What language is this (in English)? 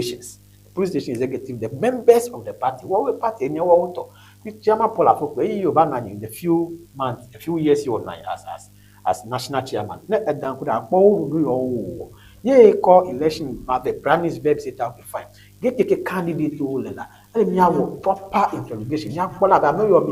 Ewe